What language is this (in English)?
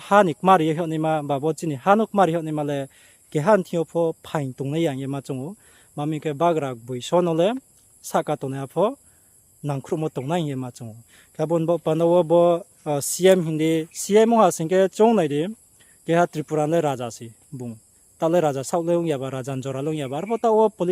Riang (India)